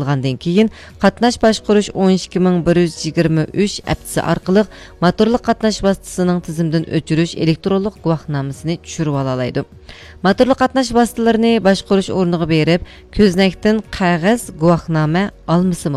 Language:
Uyghur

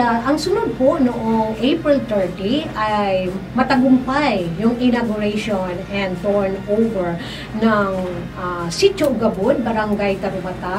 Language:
Bikol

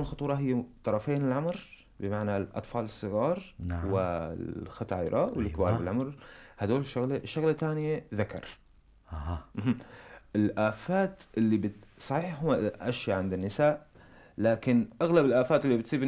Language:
North Levantine Arabic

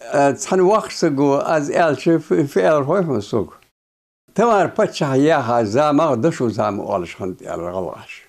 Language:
Ingush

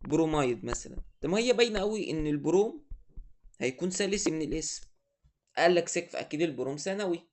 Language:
Egyptian Arabic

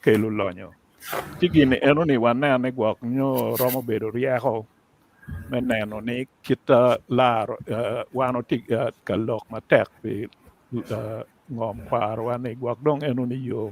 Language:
Acoli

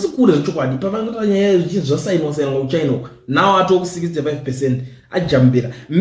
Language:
Shona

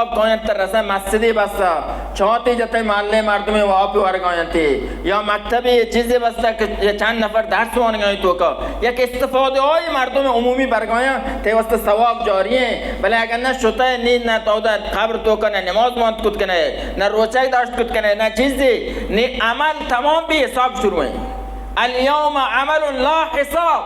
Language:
Baluchi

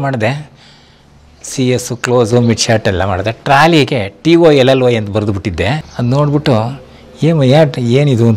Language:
Kannada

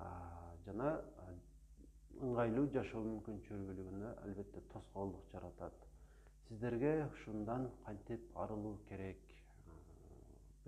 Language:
Kyrgyz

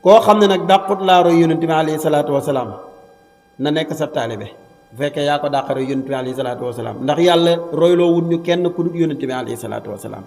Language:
Wolof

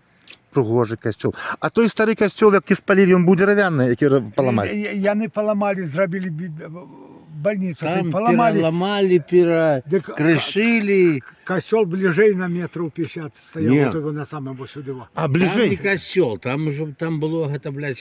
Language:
Belarusian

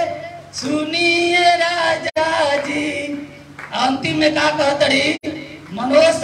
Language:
Bhojpuri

